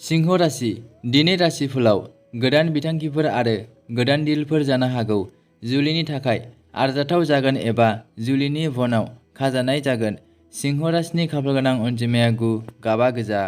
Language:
Bodo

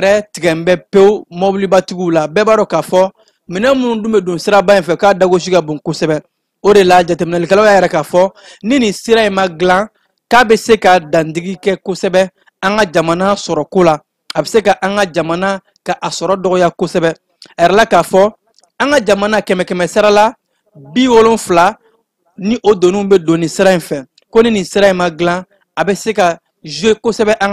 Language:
Bambara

